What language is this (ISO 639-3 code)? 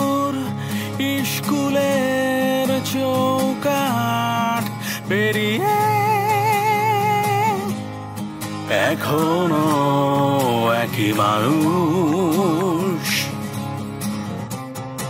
ben